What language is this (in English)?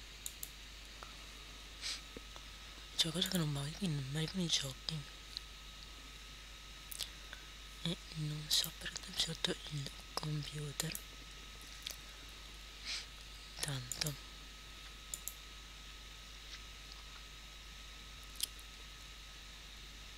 Italian